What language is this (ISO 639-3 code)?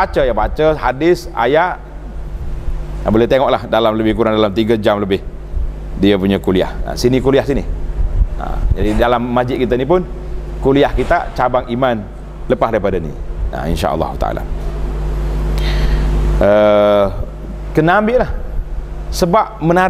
msa